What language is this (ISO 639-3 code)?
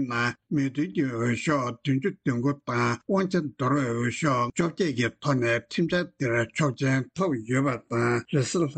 bod